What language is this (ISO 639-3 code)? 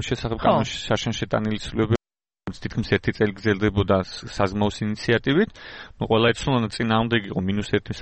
kat